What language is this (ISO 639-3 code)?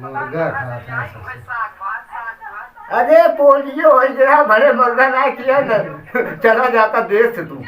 awa